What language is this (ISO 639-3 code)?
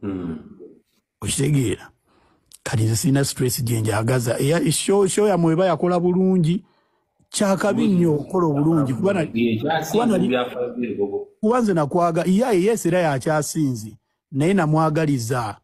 lug